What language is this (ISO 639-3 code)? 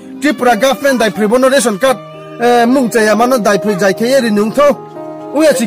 ria